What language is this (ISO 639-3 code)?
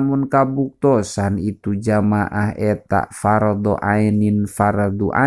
sun